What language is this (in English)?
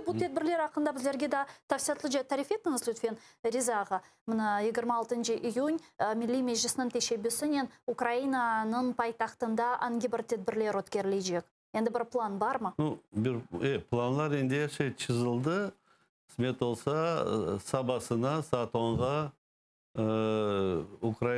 Crimean Tatar